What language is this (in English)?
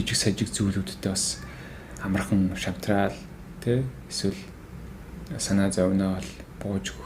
Mongolian